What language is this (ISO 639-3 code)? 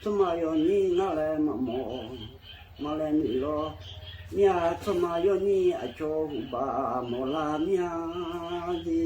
ahk